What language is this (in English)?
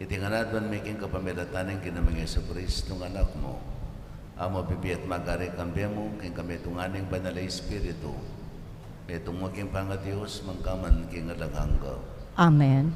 Pampanga